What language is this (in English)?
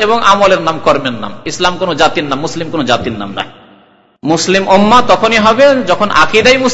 Bangla